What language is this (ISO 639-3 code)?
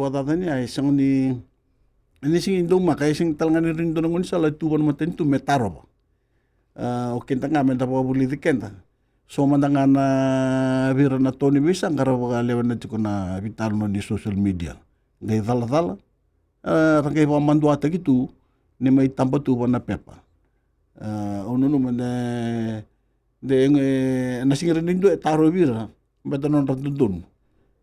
fij